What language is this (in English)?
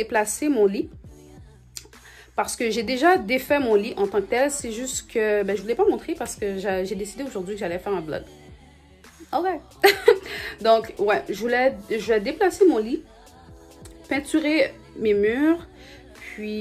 French